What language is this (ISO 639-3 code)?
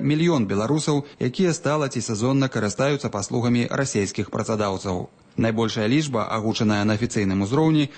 bel